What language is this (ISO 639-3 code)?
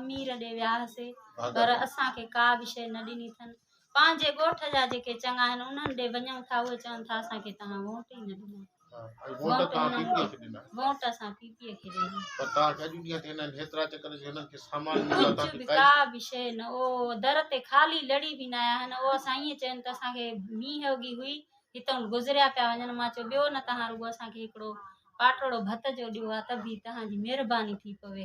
snd